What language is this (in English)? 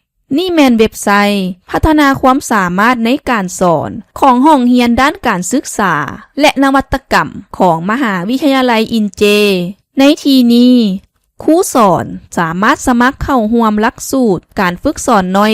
Lao